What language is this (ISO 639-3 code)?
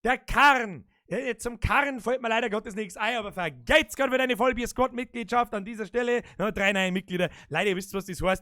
bar